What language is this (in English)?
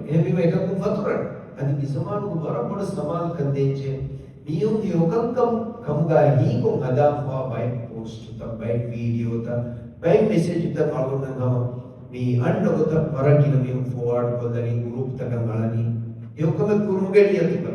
Divehi